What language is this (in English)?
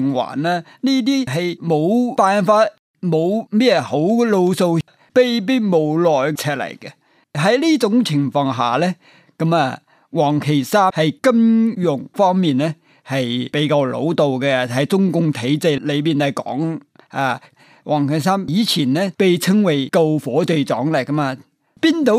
Cantonese